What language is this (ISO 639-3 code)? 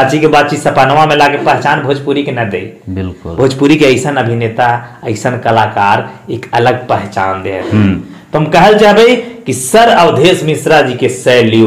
bho